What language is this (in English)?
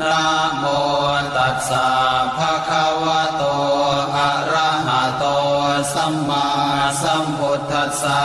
Pali